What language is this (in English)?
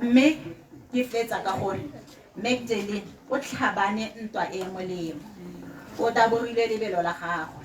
Tswana